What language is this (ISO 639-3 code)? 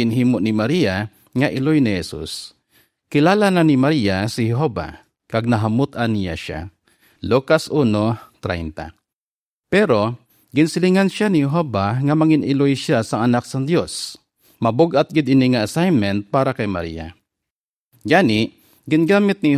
hil